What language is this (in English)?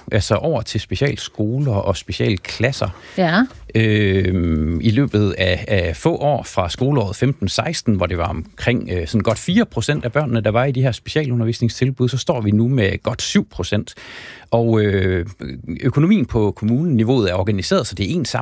Danish